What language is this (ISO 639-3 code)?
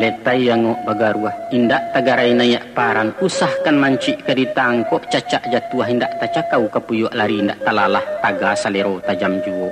min